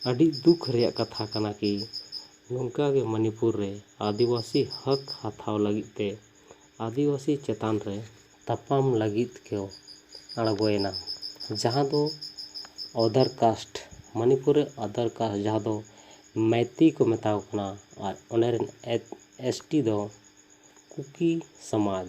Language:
Santali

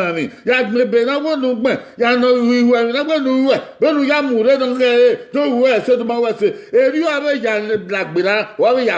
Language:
Bini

